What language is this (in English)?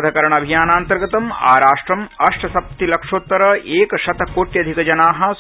Sanskrit